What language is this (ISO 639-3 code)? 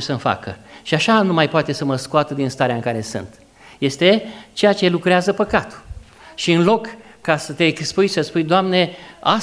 ron